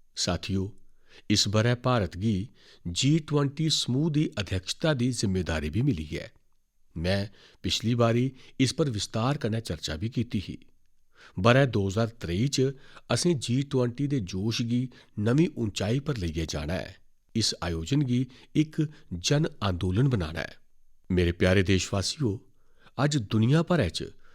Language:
Dogri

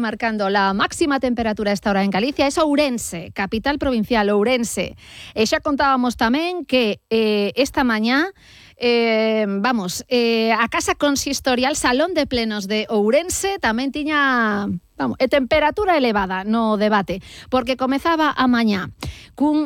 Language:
Galician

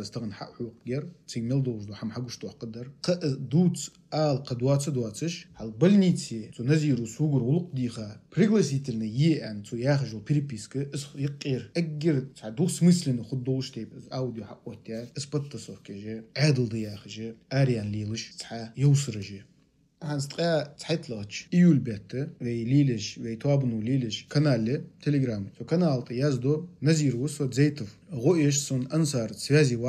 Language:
Ingush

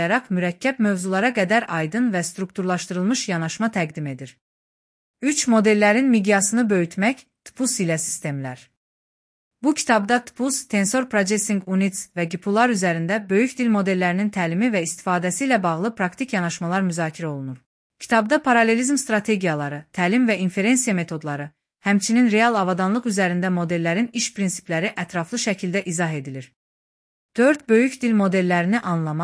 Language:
Azerbaijani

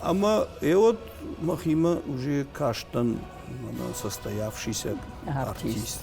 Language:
Ossetic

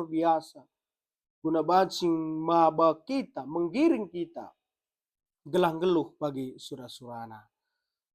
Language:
Batak Karo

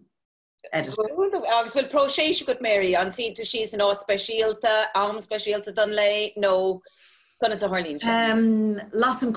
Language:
Irish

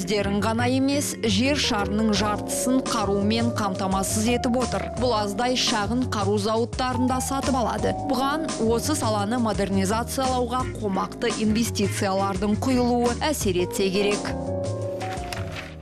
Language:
Kazakh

